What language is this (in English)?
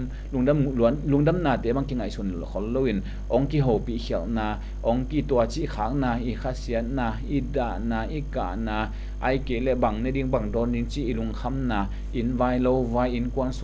Tedim Chin